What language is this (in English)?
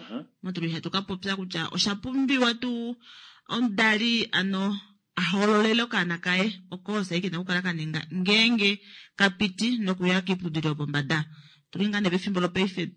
Kuanyama